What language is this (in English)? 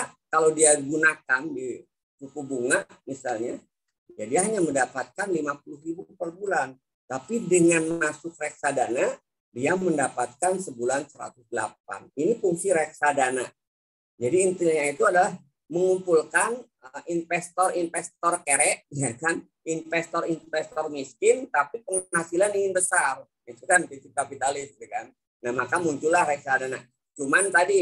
Indonesian